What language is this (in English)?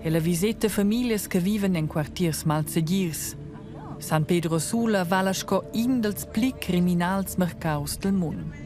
Romansh